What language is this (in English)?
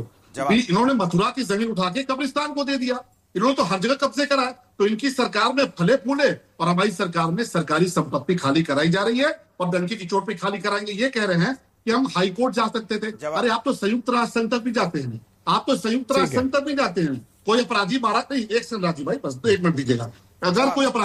Hindi